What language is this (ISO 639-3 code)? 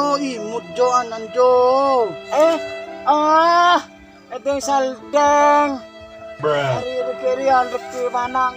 mad